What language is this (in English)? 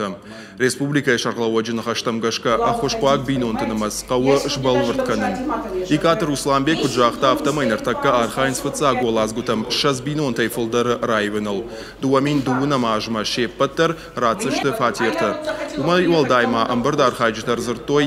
Ossetic